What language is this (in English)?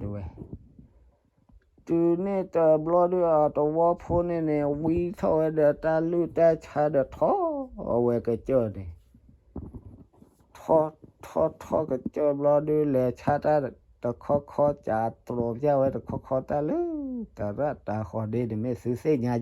S'gaw Karen